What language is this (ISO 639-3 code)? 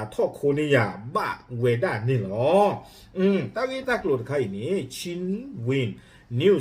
ksw